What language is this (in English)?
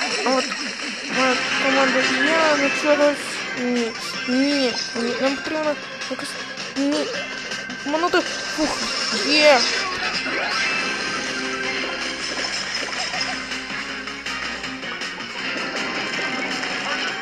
Ukrainian